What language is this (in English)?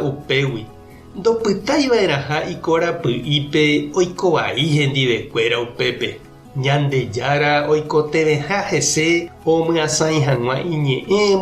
Guarani